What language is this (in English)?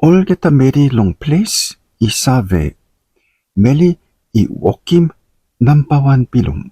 Tok Pisin